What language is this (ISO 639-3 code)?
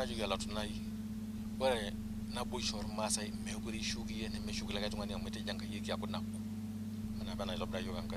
mas